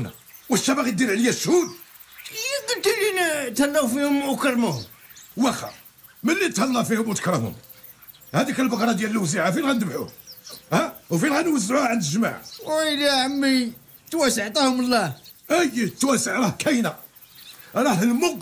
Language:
Moroccan Arabic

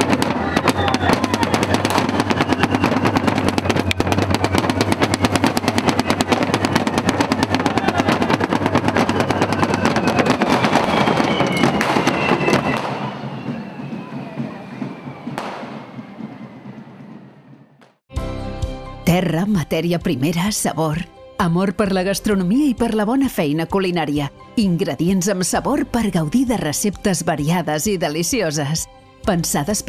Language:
Catalan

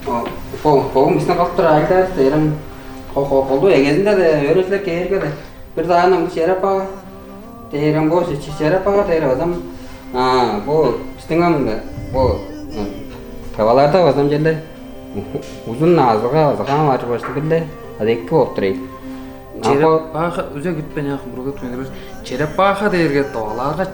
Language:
Tuvinian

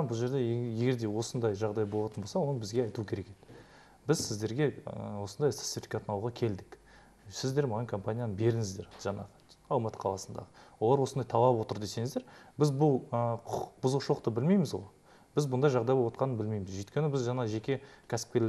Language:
Kazakh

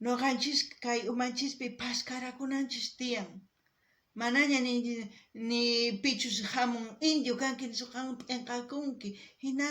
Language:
South Bolivian Quechua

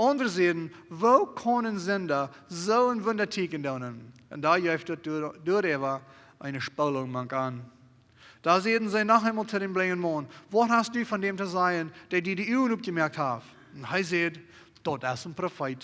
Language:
Plautdietsch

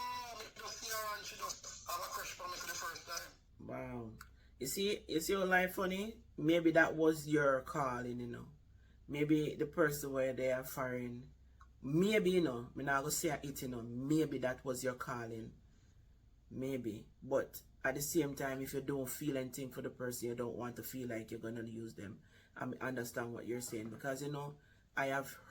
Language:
Jamaican Creole English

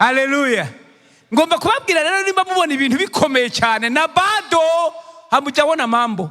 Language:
Rundi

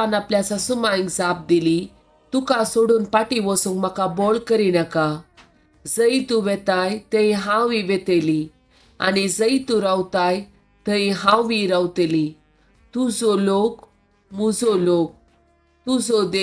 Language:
Konkani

